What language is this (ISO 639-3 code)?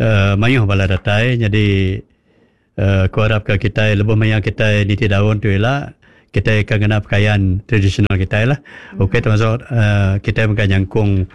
iba